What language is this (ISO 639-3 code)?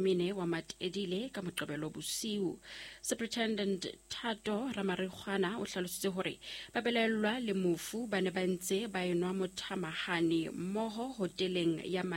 sot